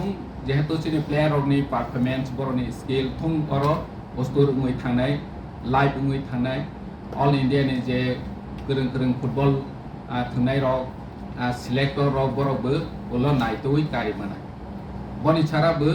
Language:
Kok Borok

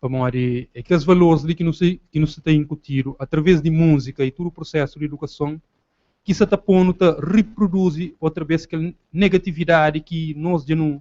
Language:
Kabuverdianu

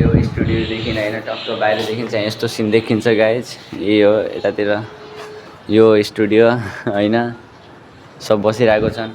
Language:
Nepali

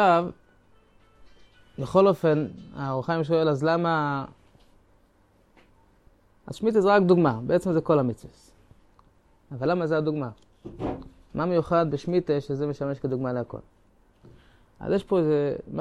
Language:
Hebrew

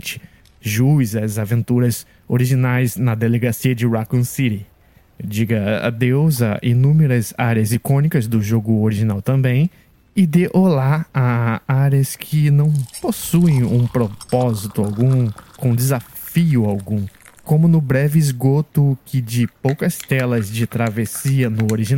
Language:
Portuguese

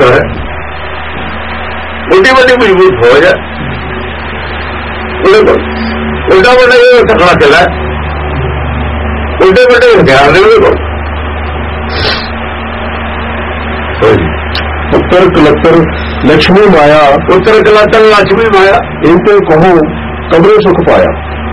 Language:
Punjabi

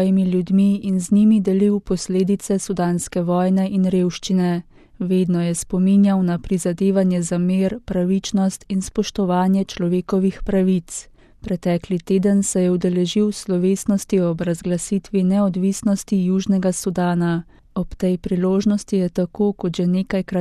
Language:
Slovenian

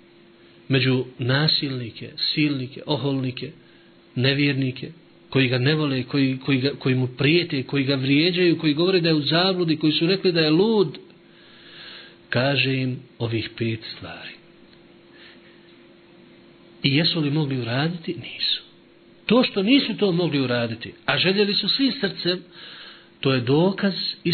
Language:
Bosnian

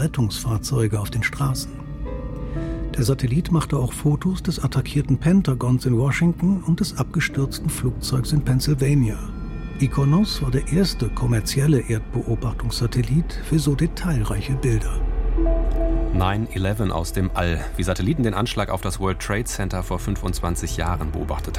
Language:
German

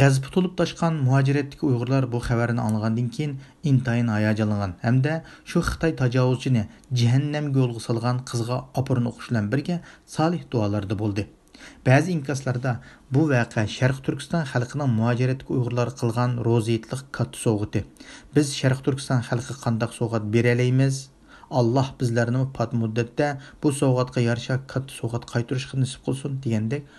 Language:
Uyghur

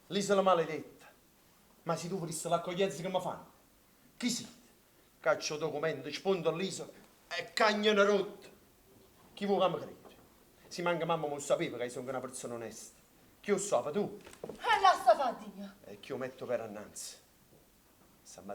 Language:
Neapolitan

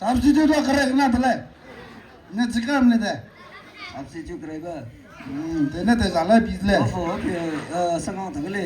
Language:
Maram Naga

